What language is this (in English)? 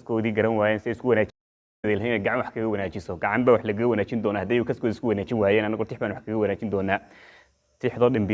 Somali